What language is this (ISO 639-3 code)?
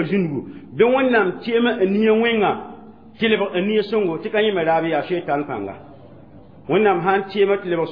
mos